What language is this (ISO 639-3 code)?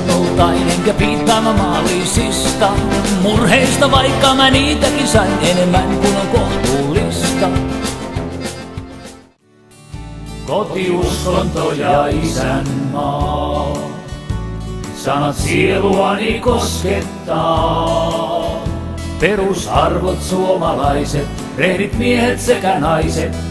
fin